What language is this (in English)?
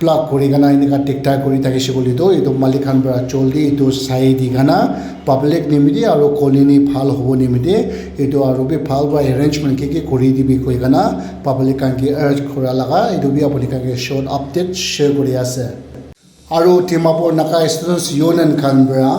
Naga Pidgin